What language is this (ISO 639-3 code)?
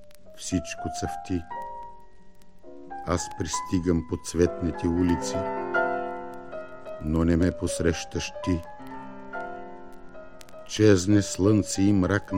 bul